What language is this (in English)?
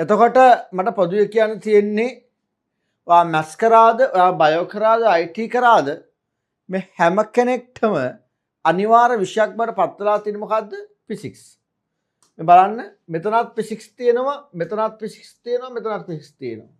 Sinhala